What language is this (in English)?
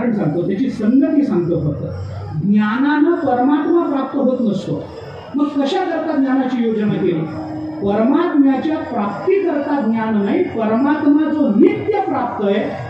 Marathi